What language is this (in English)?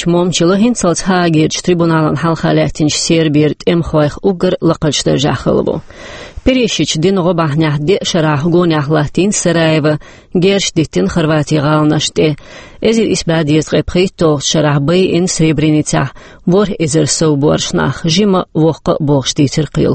Chechen